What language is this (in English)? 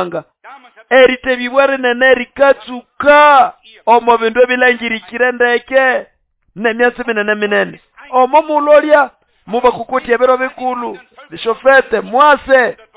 Nande